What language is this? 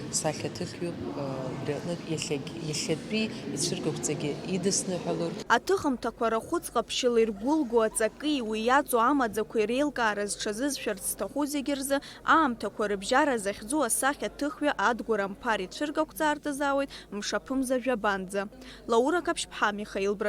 Abkhazian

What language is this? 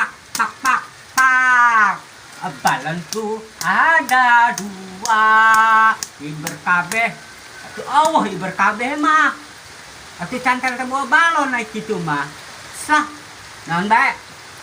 Sundanese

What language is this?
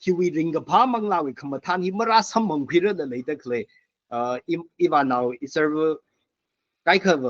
Tangkhul Naga (India)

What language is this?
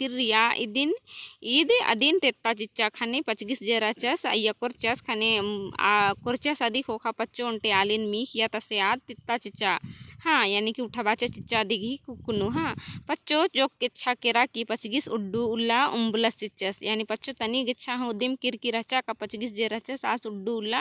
Kurukh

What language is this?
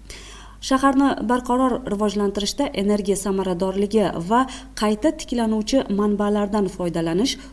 Uzbek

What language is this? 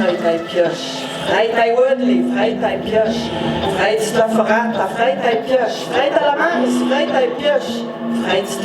Ladin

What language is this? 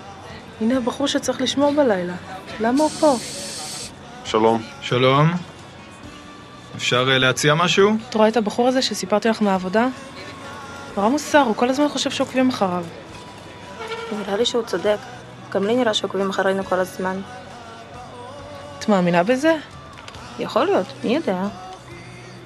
Hebrew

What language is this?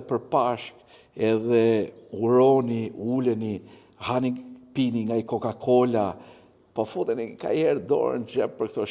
Albanian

